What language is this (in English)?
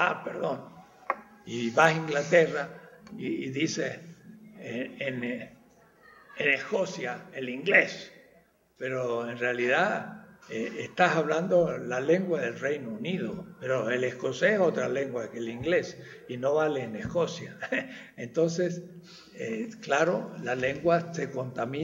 Spanish